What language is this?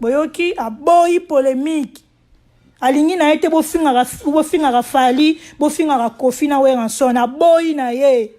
Lingala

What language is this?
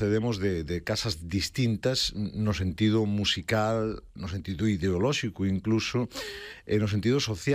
Galician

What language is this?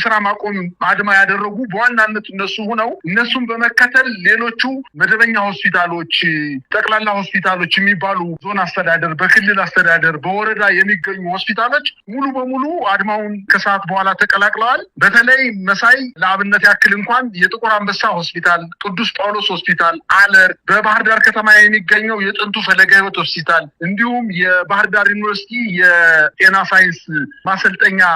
Amharic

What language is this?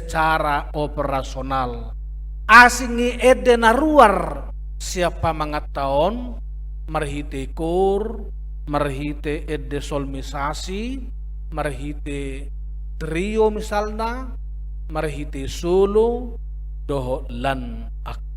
Batak Toba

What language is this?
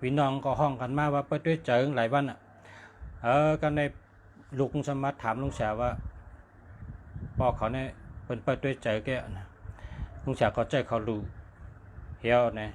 Shan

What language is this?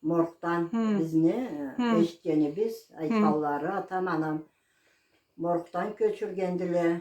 Karachay-Balkar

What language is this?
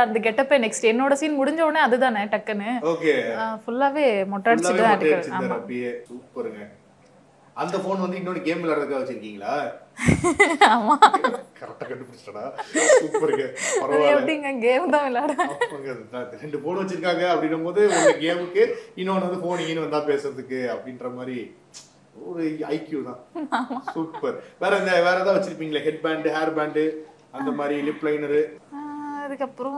Tamil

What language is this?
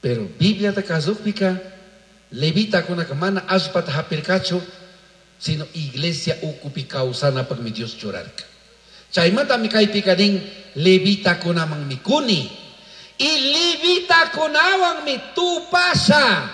Chimborazo Highland Quichua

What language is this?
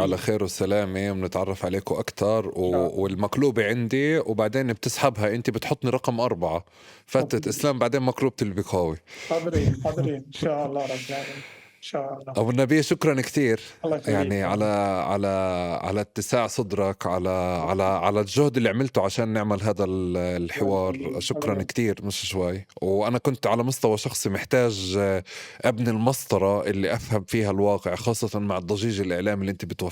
North Levantine Arabic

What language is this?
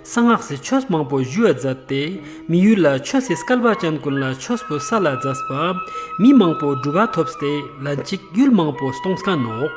Ladakhi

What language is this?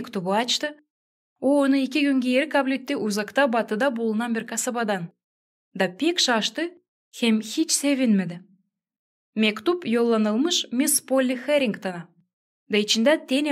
Gagauz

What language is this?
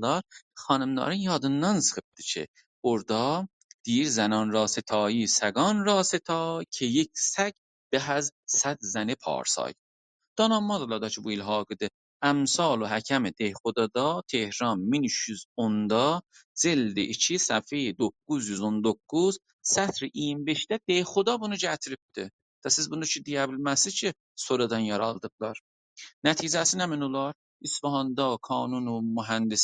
South Azerbaijani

